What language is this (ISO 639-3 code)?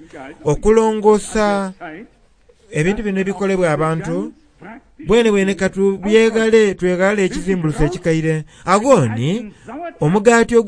xog